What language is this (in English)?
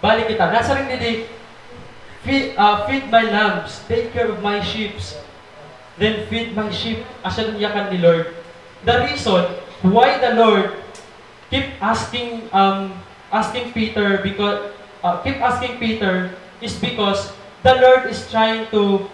Waray